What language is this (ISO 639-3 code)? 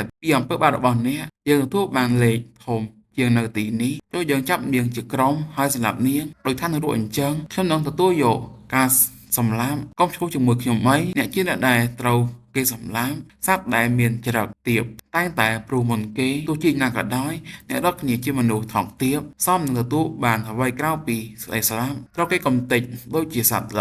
khm